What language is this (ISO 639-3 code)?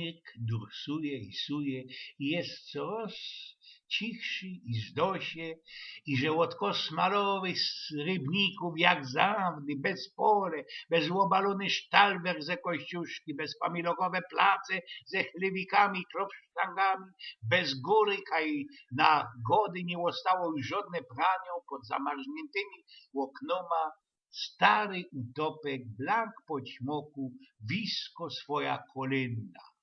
szl